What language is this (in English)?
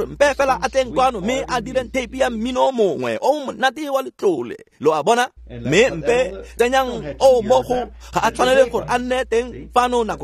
Tswana